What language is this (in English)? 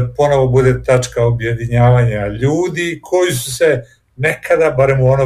Serbian